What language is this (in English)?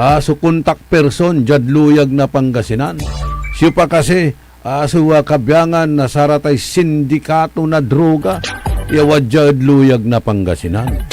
Pangasinan